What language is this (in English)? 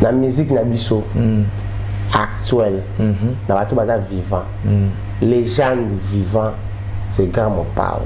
Lingala